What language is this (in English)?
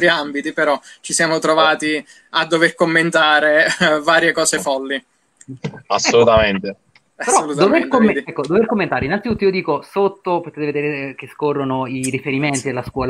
Italian